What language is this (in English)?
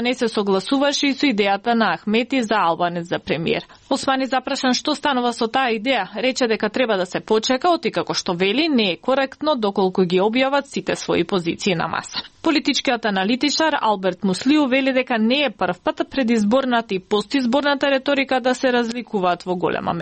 Macedonian